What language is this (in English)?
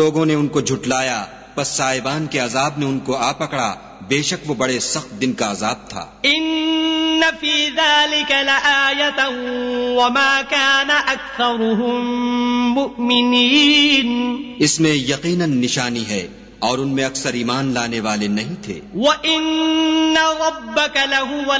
Urdu